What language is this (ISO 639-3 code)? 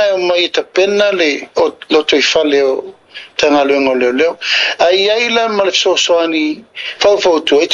smo